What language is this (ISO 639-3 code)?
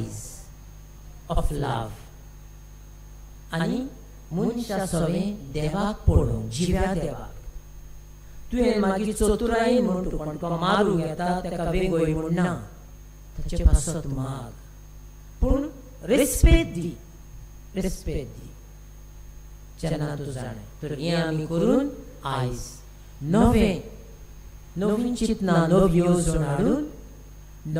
kok